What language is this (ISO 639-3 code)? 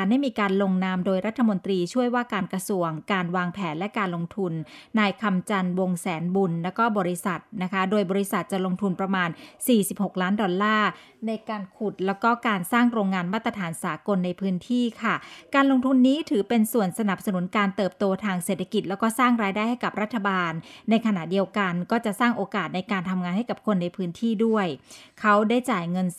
tha